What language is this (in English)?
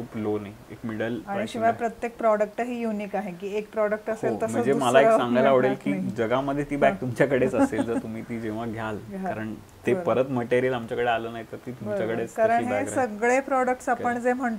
Marathi